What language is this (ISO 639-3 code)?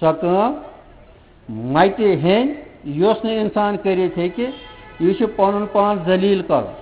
kas